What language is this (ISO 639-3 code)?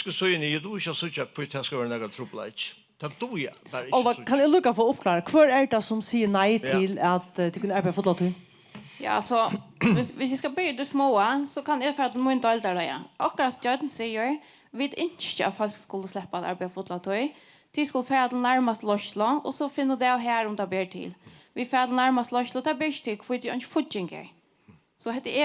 fao